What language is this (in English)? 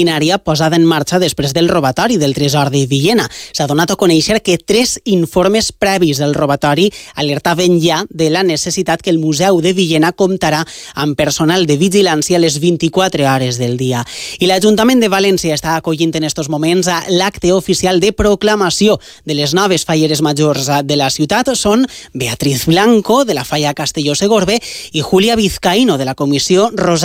Catalan